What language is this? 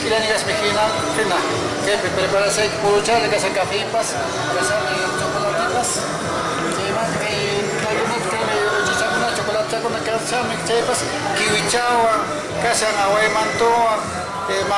Quechua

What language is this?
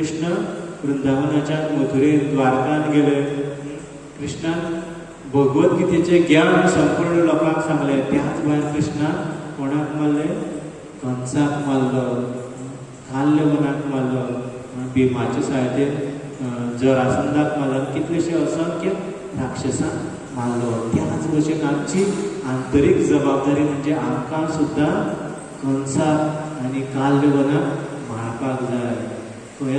Konkani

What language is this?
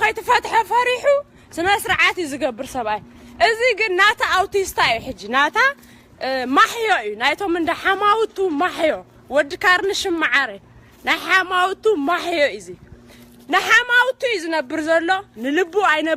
Tigrinya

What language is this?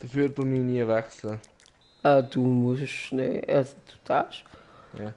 Swiss German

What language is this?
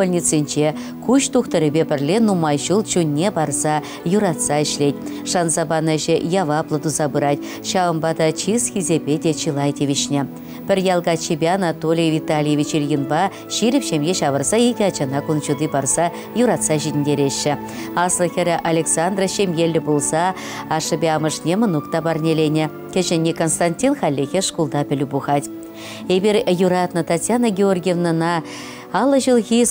Chuvash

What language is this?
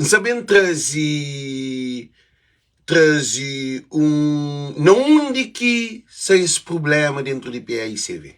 Kabuverdianu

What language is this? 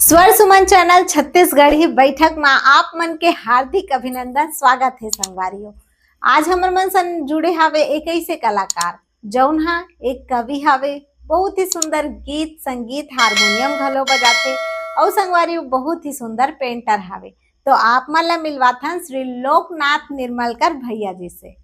Chhattisgarhi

